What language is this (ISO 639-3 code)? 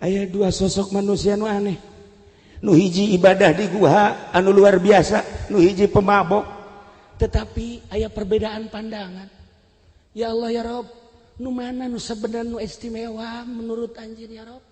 sun